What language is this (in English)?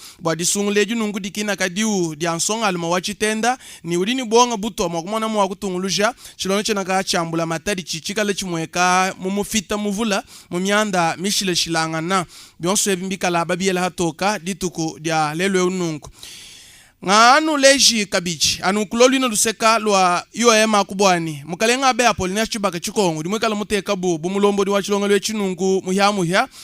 Luba-Lulua